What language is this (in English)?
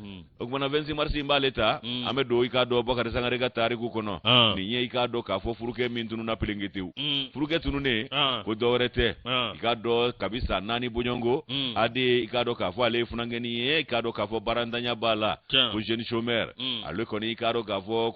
Bambara